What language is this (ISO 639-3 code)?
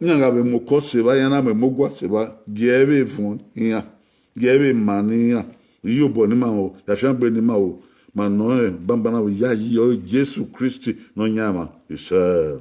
bin